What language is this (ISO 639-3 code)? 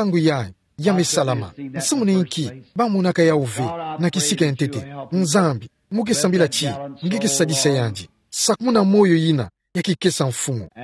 ktu